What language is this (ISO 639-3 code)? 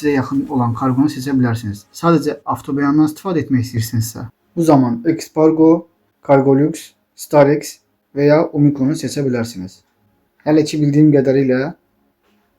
aze